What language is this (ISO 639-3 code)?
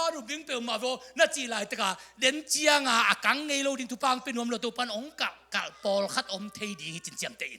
ctd